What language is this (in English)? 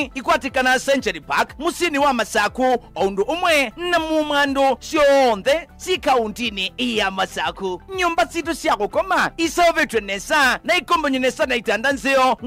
Kamba